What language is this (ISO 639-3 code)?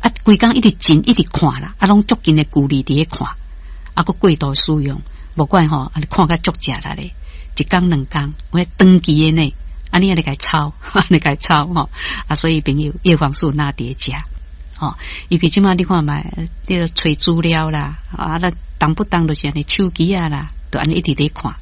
nan